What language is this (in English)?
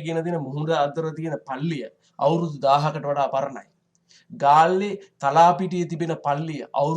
Sinhala